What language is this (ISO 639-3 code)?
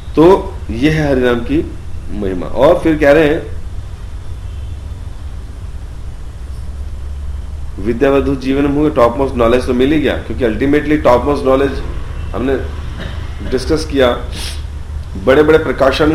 hin